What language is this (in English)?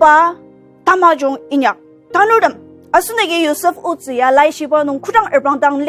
Ao Naga